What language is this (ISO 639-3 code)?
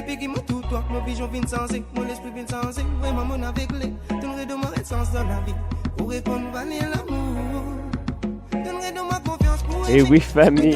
mfe